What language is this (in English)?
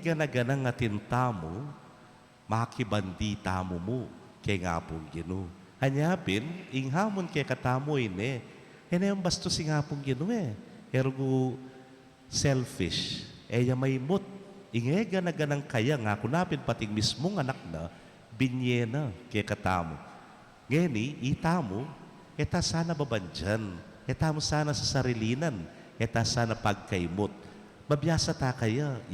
Pampanga